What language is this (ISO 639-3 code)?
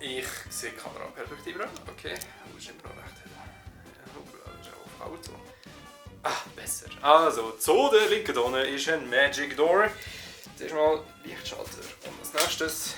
gsw